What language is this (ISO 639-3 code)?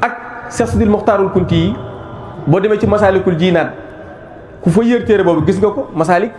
wol